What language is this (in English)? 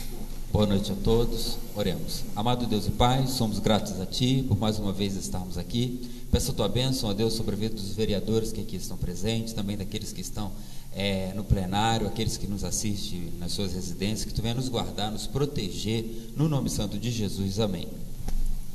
Portuguese